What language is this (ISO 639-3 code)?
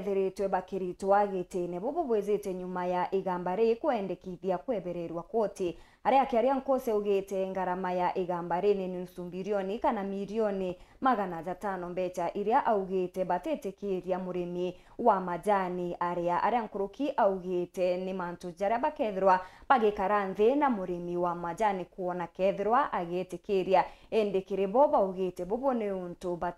mer